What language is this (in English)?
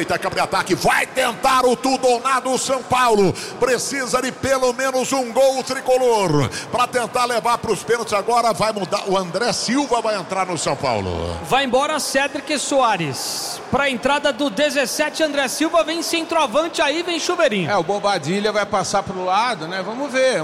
Portuguese